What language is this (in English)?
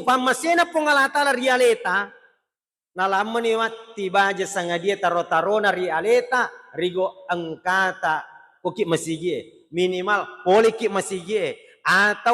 Buginese